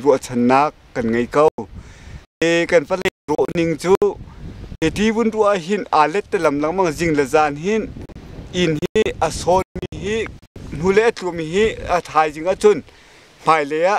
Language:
Hakha Chin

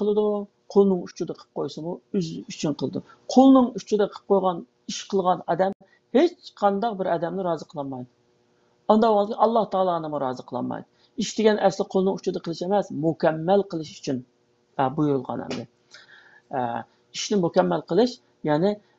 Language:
Uyghur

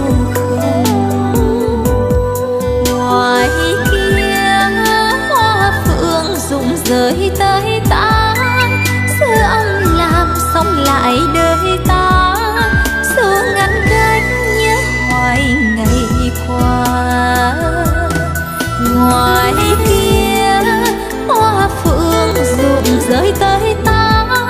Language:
Vietnamese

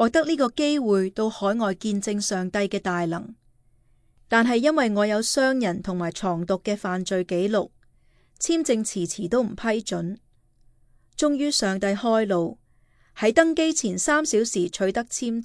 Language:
Cantonese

